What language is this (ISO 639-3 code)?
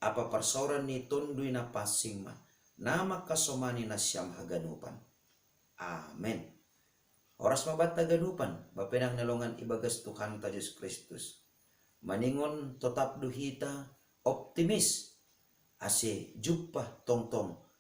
bts